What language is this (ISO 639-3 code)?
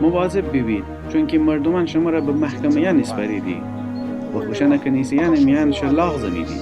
glk